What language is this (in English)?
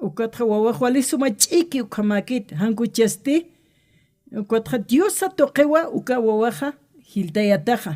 Aymara